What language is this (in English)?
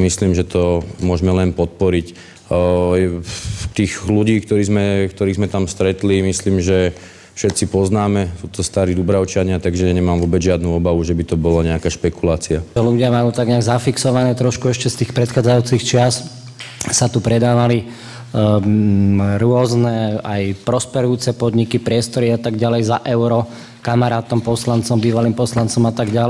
Slovak